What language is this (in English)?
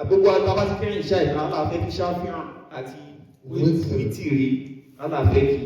Yoruba